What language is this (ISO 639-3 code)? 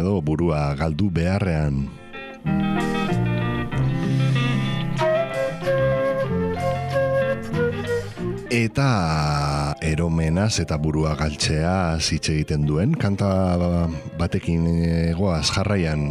eus